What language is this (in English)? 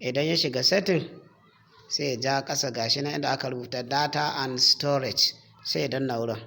Hausa